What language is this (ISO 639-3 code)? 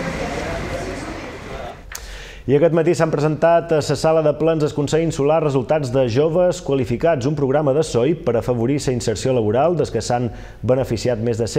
cat